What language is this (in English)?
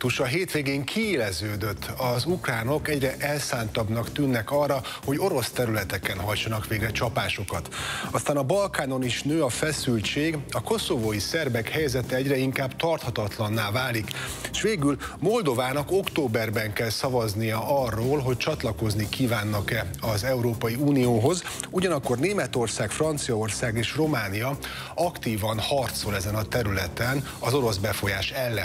Hungarian